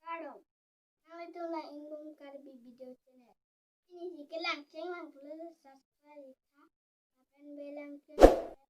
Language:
Karbi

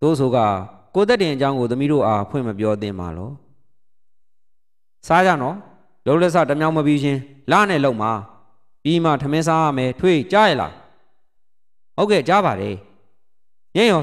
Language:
Burmese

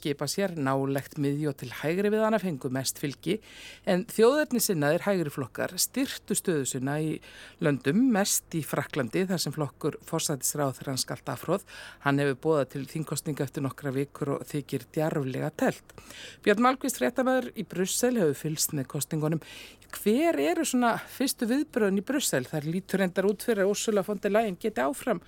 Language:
Icelandic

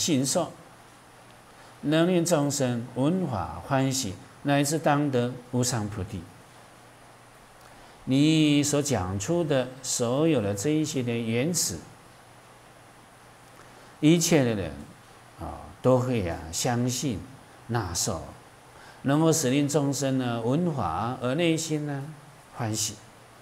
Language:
Chinese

